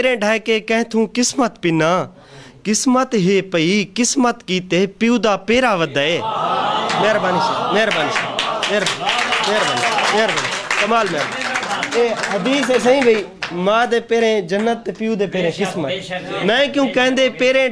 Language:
Saraiki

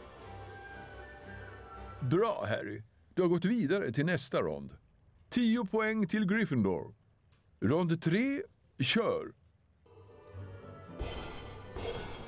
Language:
Swedish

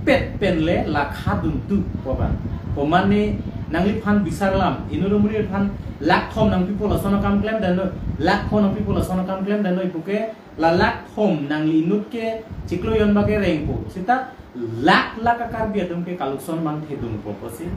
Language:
Karbi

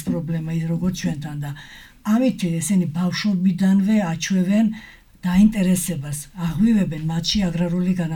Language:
Georgian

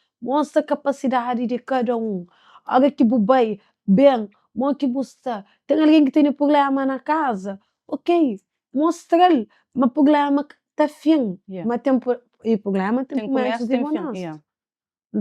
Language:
Kabuverdianu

